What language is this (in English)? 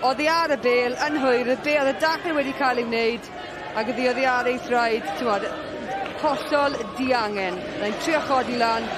Welsh